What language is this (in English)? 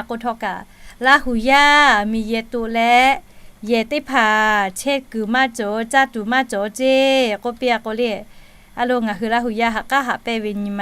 Lahu